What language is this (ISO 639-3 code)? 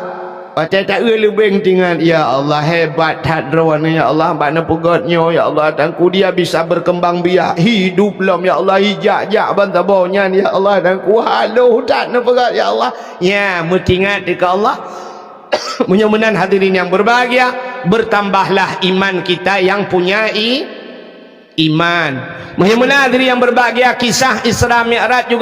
ace